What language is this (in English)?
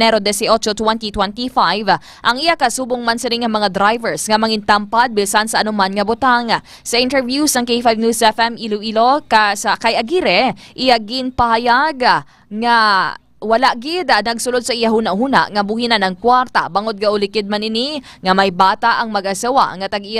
Hiligaynon